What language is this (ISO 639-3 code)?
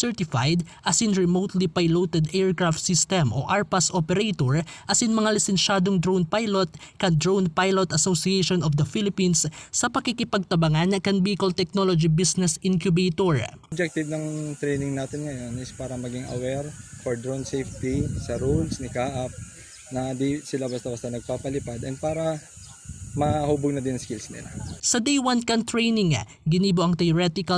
bik